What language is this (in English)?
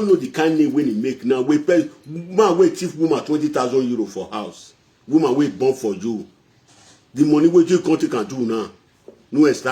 Nigerian Pidgin